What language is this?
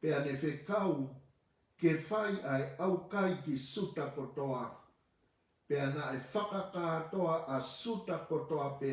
Tongan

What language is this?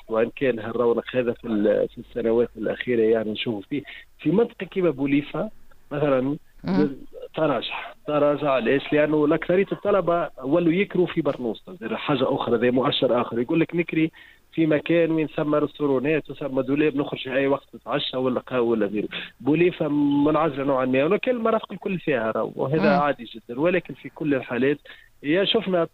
Tunisian Arabic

